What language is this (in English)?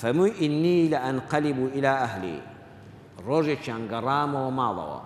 Central Kurdish